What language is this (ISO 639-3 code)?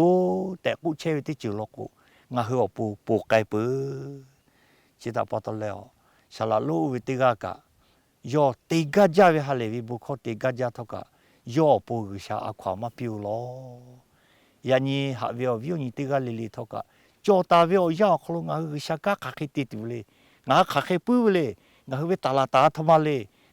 lhu